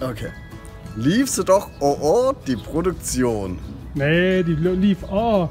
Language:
Palatine German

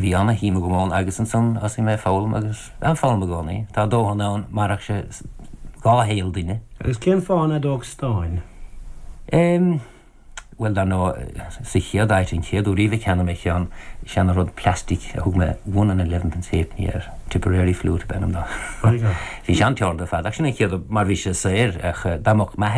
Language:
Irish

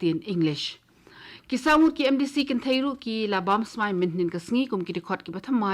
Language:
Khasi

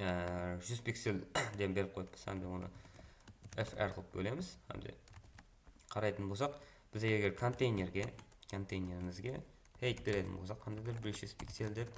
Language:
Kara-Kalpak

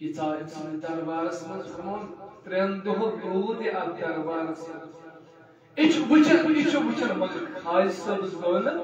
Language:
Kashmiri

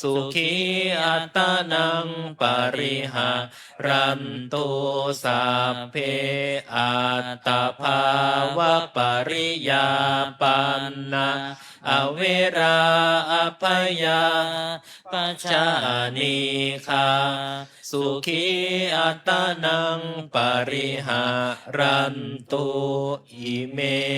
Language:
Pali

